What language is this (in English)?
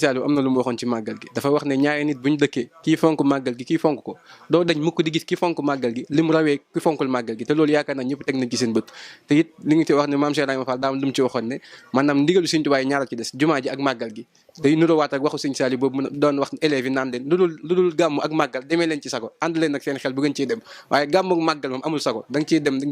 Wolof